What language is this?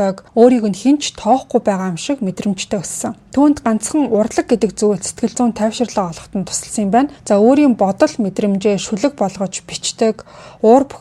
Mongolian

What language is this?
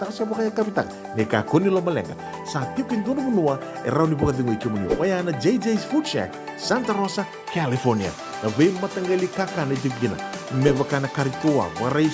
Fijian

